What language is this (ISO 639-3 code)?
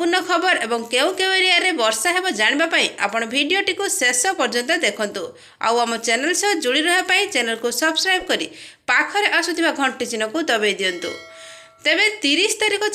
ori